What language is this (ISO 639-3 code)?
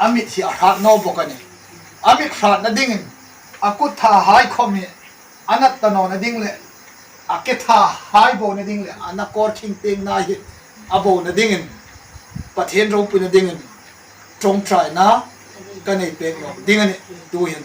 hmr